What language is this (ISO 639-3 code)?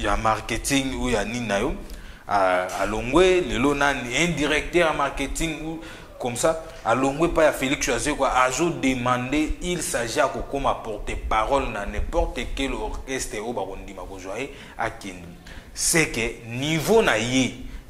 lin